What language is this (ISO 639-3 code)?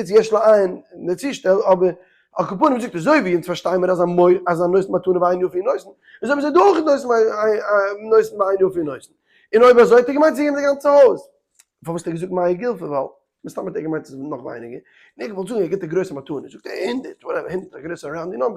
yid